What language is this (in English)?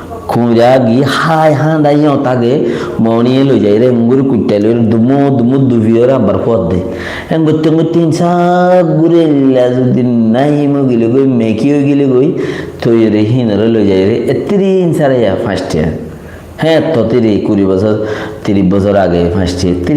Rohingya